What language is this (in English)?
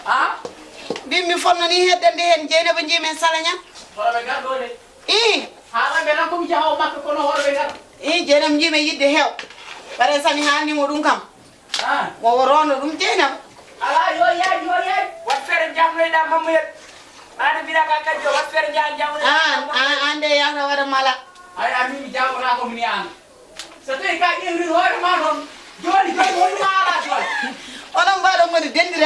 Fula